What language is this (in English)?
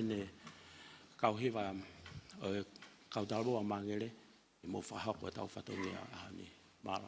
Tongan